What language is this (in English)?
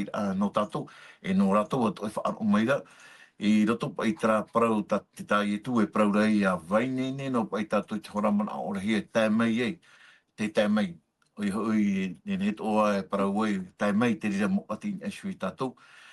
Tahitian